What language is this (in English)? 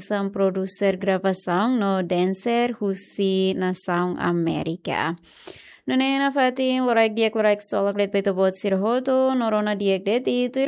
Tetum